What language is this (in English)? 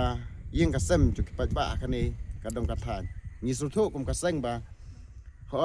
Khasi